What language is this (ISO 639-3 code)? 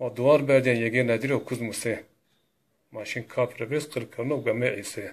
zza